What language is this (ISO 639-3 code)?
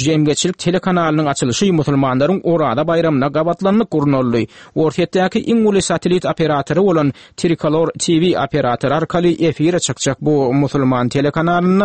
tuk